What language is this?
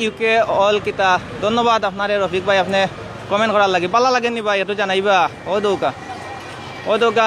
Sylheti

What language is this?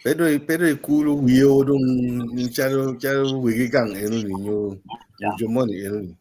Acoli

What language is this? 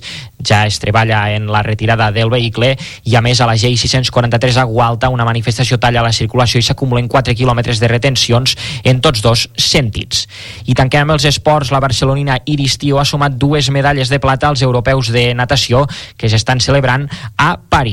Catalan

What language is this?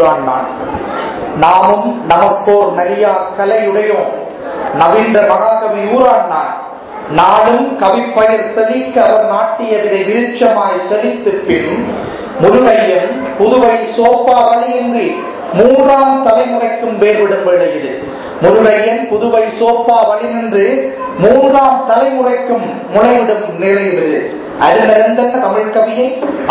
Tamil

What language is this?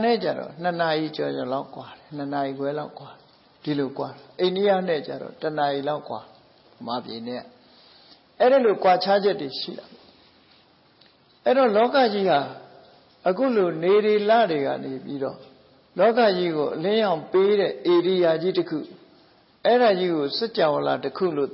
Burmese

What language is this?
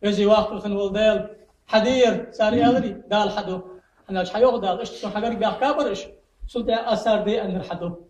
Ingush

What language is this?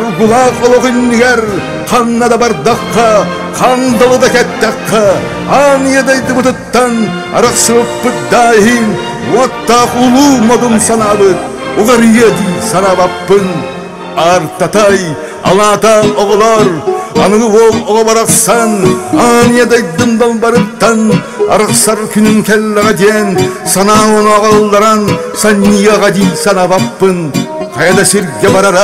Yakut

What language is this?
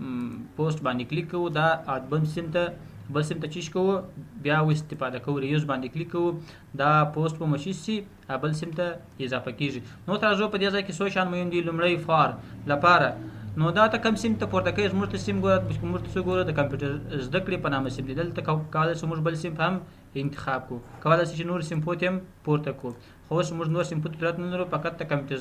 Pashto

